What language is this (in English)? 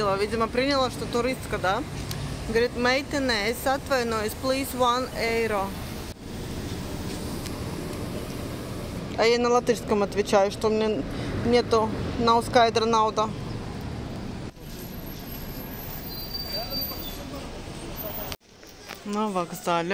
Russian